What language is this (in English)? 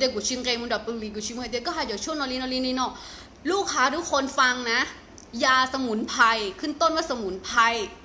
Hmong